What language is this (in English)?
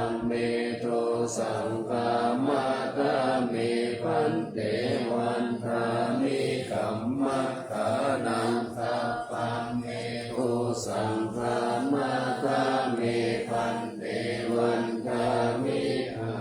Pali